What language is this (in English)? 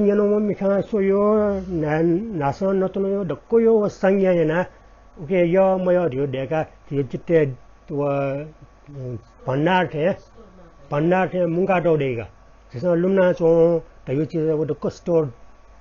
Newari